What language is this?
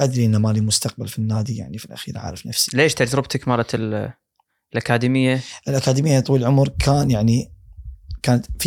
Gulf Arabic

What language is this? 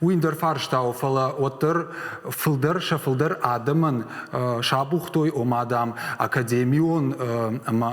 Ossetic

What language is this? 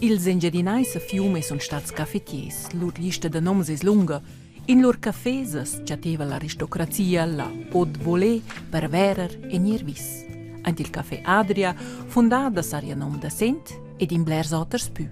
Romansh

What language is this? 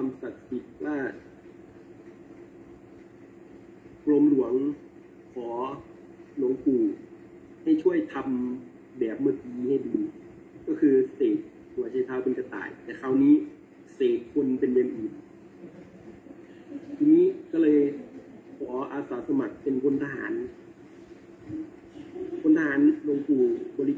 Thai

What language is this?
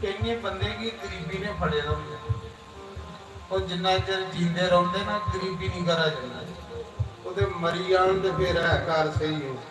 Dogri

